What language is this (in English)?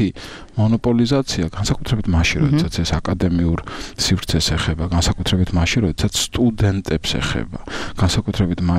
Georgian